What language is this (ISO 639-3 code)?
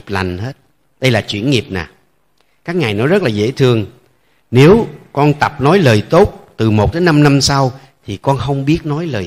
vie